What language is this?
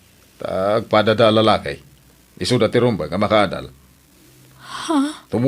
Iloko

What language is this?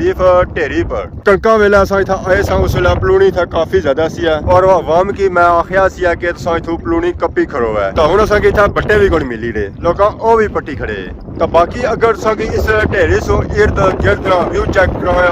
Pahari-Potwari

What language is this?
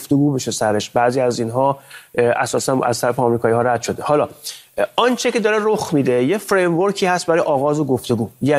Persian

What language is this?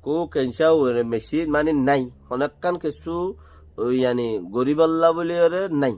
Rohingya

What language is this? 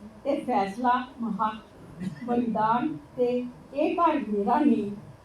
Dogri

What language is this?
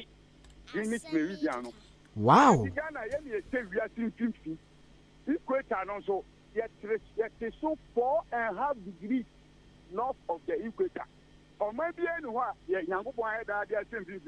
Akan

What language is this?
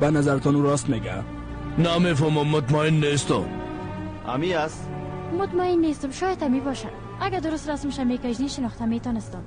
Persian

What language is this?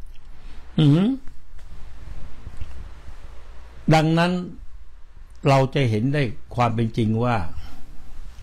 Thai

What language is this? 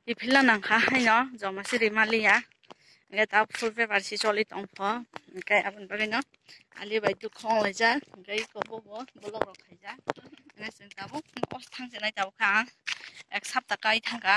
Kok Borok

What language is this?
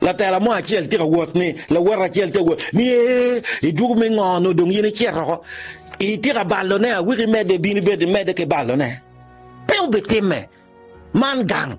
Acoli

